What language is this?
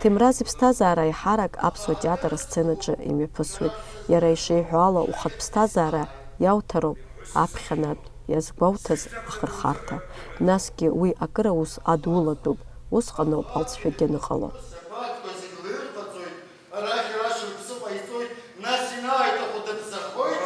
Abkhazian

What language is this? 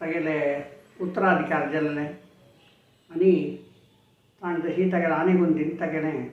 Konkani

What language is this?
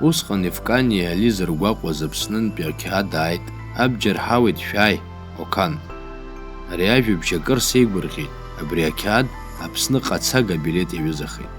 Abkhazian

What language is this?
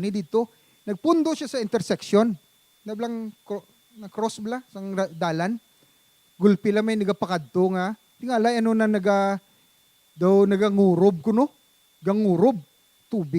Hiligaynon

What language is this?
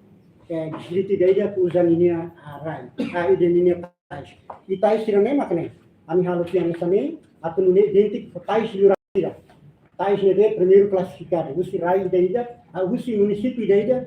Tetum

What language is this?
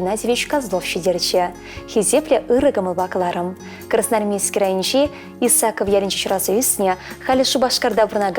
Chuvash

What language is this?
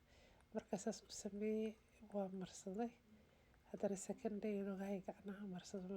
Somali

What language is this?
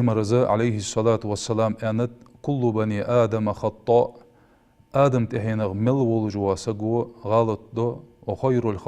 Ingush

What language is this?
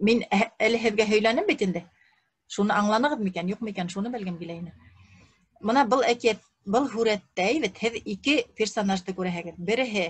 Bashkir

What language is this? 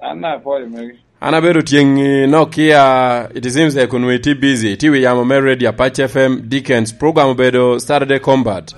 Lango (Uganda)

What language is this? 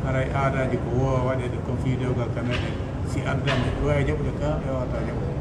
Pular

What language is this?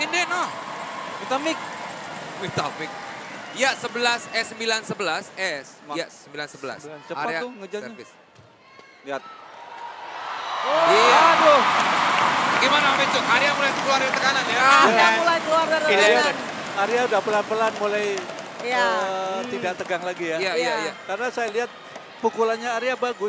Indonesian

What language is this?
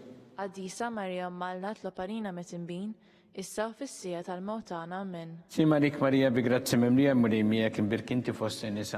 Maltese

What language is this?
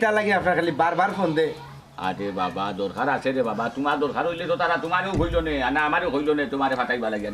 Sylheti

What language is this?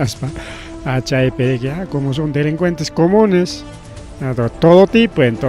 Ayacucho Quechua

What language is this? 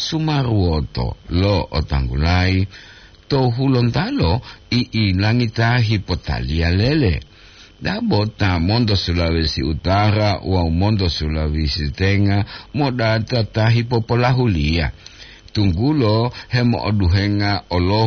Gorontalo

